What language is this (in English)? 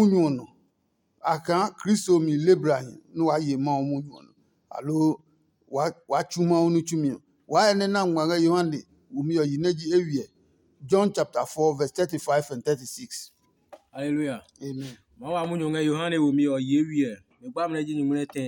Adangme